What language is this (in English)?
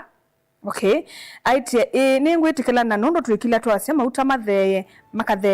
Kamba